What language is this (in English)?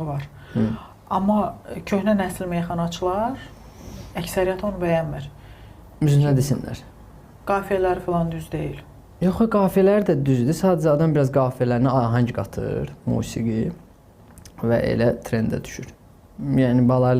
Azerbaijani